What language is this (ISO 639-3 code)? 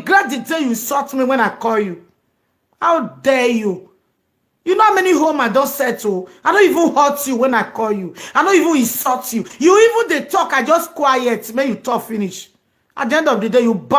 pcm